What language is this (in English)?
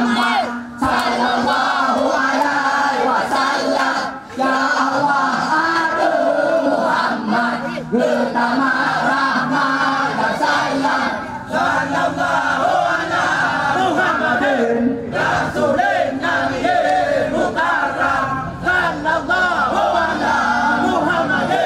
Achinese